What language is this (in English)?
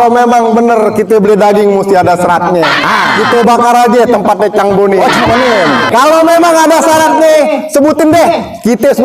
Betawi